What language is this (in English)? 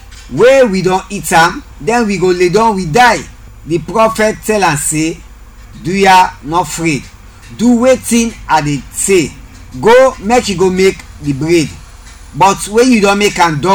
Krio